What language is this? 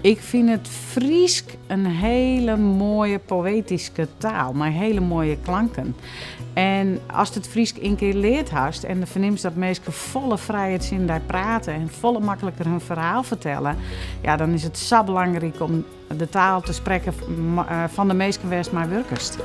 Western Frisian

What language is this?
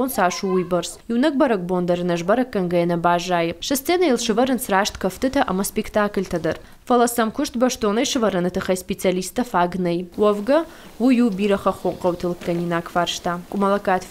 Ossetic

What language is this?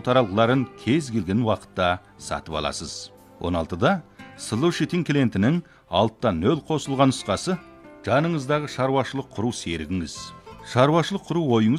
Kazakh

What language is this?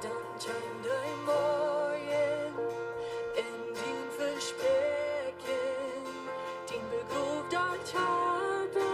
Plautdietsch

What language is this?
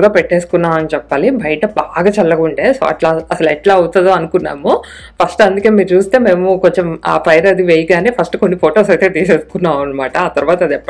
Telugu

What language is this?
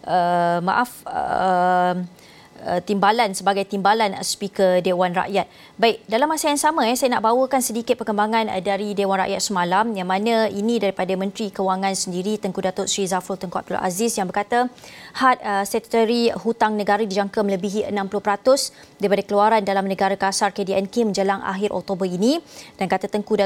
Malay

